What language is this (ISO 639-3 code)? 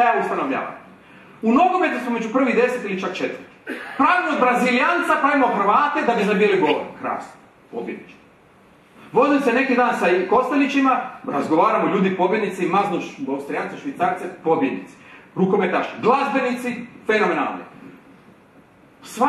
hrv